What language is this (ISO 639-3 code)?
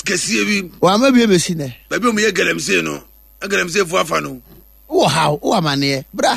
aka